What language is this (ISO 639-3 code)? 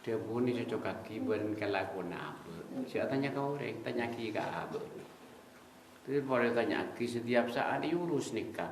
mad